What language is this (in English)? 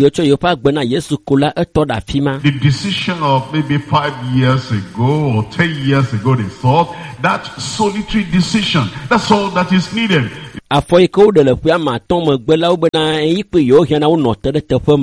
Ewe